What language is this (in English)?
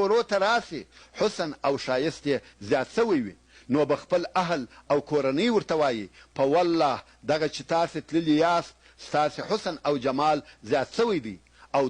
Pashto